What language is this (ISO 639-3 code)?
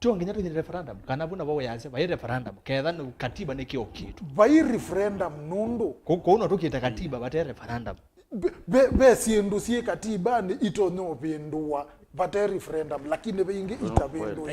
kam